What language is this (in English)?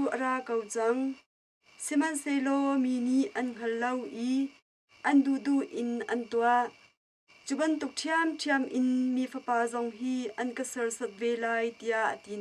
Hakha Chin